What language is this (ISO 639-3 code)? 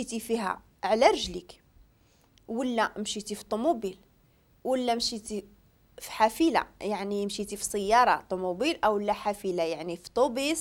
ary